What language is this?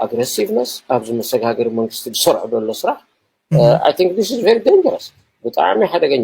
Tigrinya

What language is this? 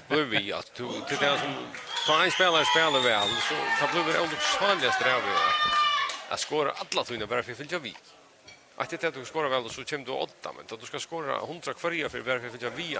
Faroese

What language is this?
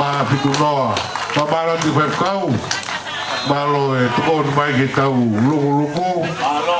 Tongan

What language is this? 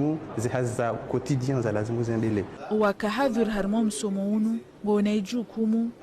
Ngazidja Comorian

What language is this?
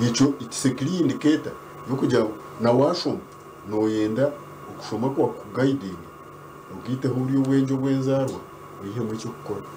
Nyankole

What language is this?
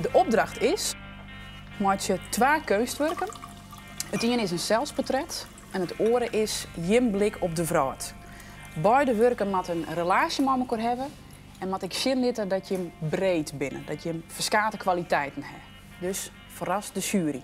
Western Frisian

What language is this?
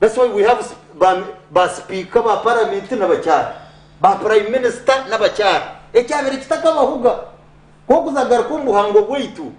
Nyankole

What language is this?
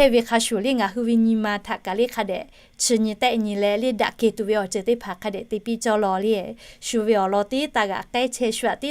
Lahu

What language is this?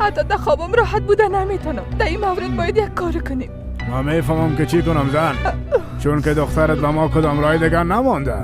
Persian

